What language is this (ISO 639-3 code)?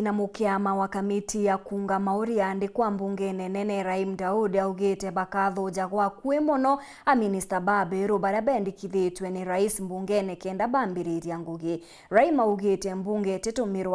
mer